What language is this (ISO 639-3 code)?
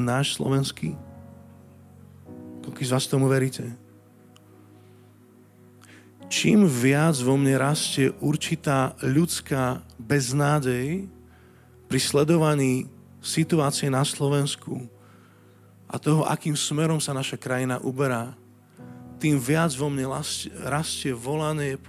slk